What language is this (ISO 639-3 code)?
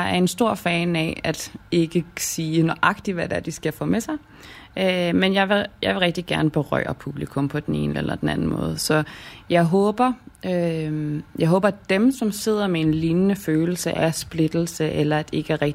dan